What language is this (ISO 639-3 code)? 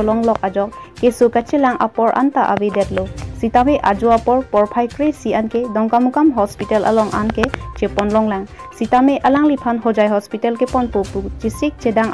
mjw